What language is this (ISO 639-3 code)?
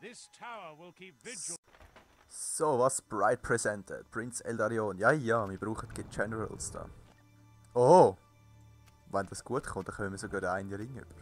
gsw